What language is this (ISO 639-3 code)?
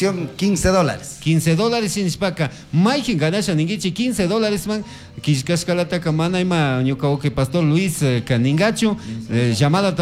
qug